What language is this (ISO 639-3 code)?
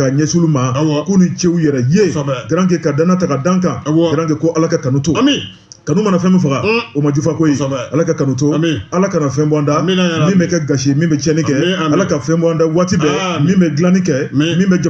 bam